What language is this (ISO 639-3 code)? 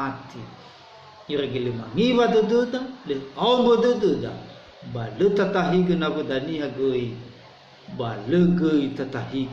nia